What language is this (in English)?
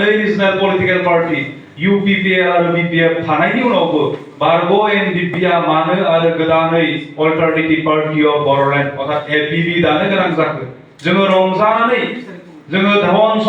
Bodo